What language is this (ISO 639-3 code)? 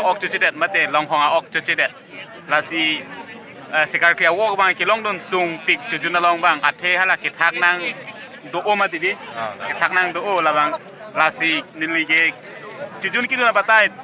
mjw